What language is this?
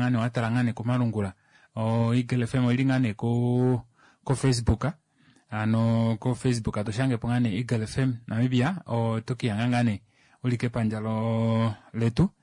Kuanyama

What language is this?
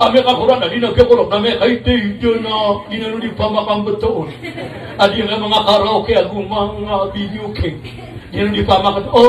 Maranao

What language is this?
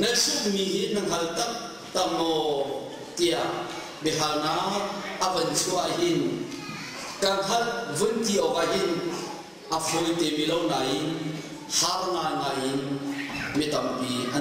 Hakha Chin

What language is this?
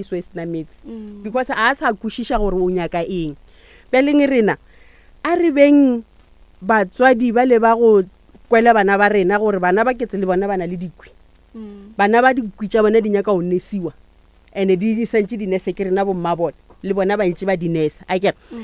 Northern Sotho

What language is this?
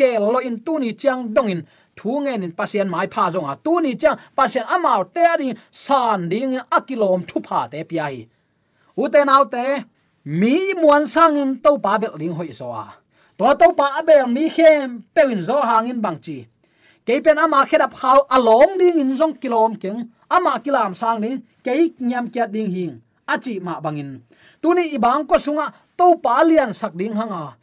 Tedim Chin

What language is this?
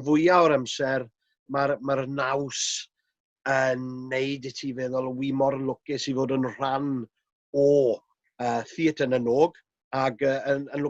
Welsh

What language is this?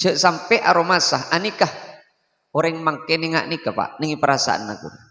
Madurese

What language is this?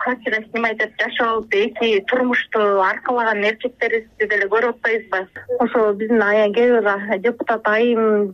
Kyrgyz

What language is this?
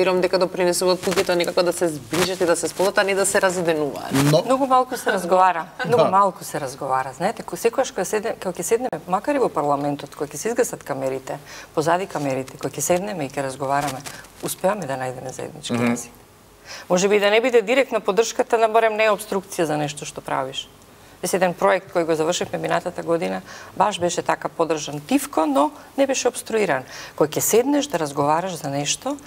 Macedonian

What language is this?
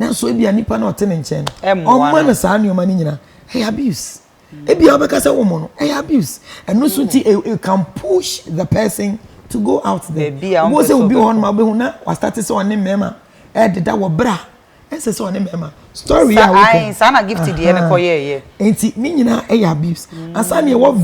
Akan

